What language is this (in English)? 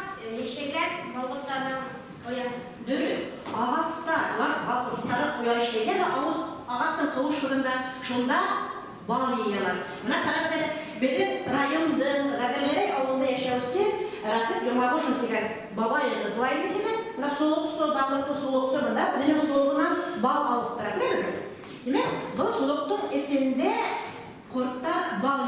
Bashkir